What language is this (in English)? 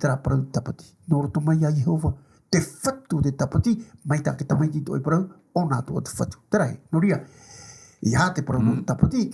Tahitian